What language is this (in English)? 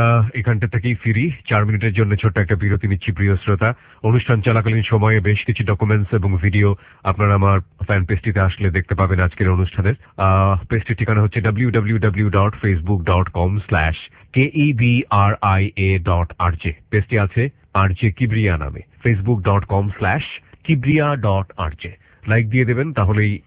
Bangla